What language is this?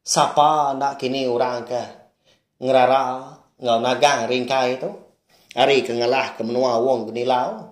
Iban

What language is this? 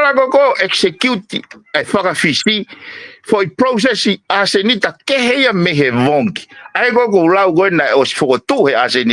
Tongan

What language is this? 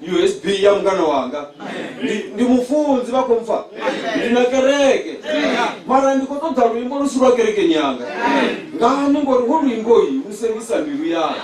Venda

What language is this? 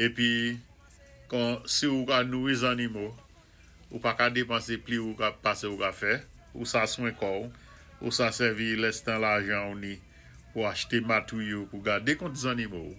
Saint Lucian Creole French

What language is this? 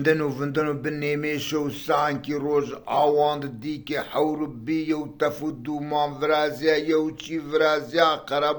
Zaza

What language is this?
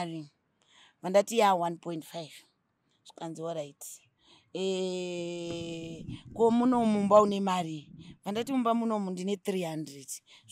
Shona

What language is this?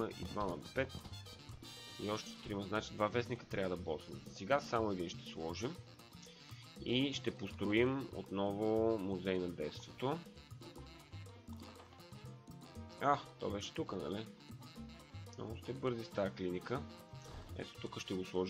Bulgarian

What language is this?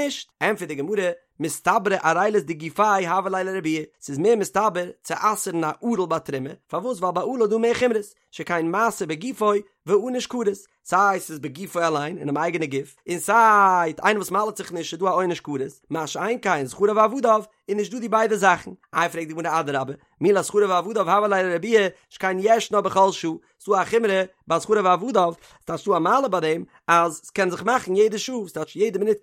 Yiddish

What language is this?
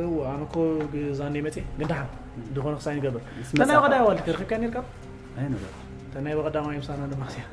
Tigrinya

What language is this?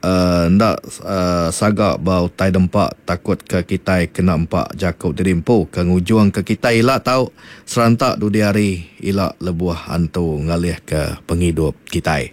Iban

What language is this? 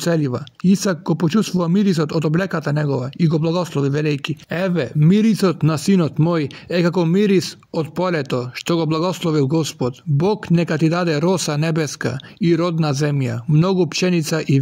Macedonian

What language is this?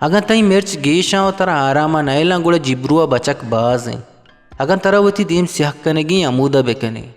Eastern Balochi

